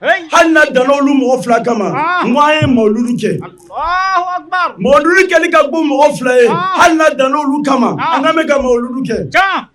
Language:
Bambara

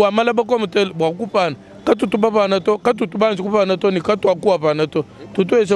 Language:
Luba-Lulua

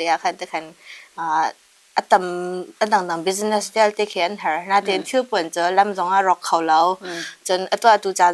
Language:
Hakha Chin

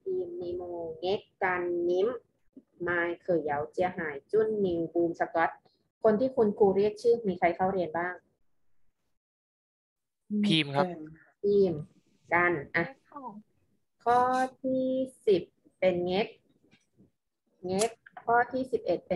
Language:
Thai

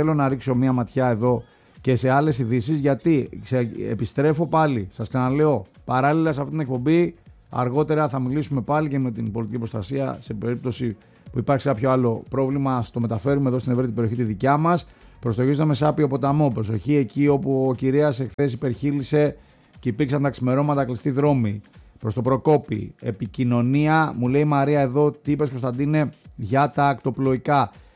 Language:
Greek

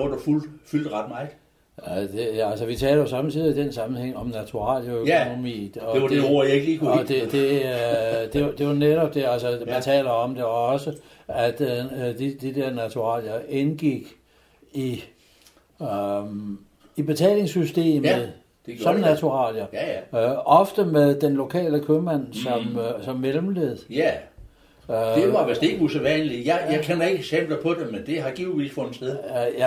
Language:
Danish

